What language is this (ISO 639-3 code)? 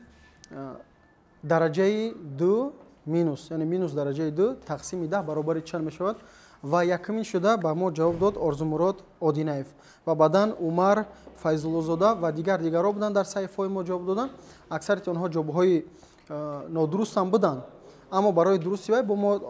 tgk